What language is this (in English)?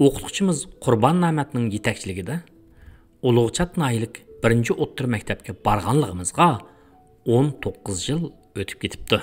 Uyghur